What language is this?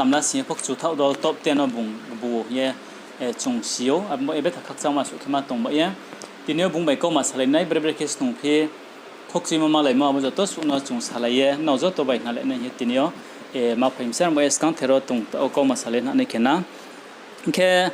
Riang (India)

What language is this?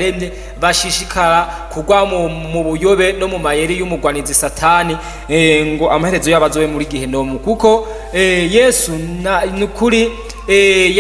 Rundi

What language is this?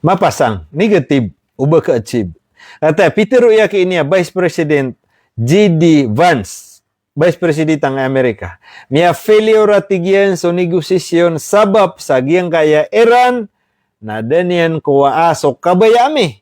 Maranao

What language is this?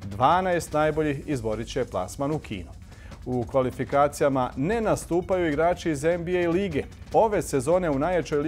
Bosnian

